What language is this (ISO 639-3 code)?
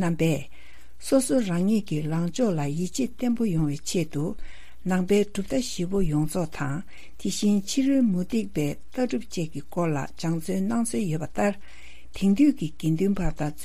bod